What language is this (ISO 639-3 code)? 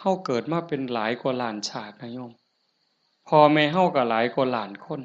tts